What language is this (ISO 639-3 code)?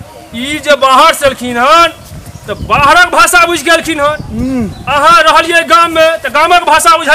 mai